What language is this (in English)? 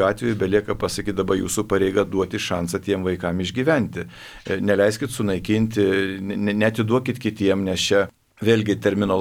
Lithuanian